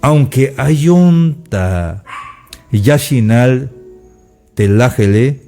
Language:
Tzeltal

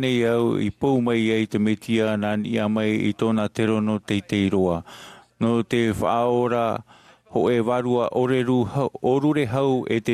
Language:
Tahitian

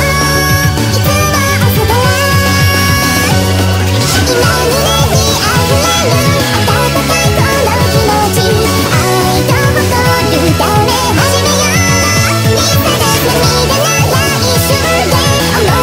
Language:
Japanese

